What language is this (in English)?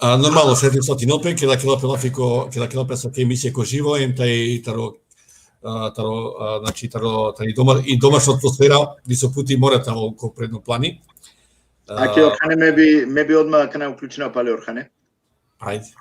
Balkan Romani